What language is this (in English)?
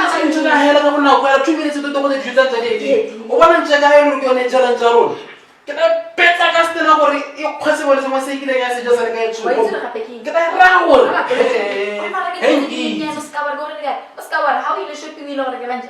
Tswana